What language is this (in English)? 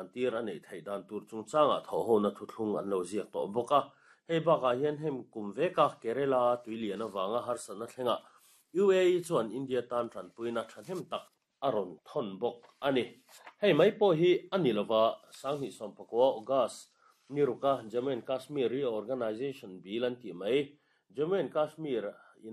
Mizo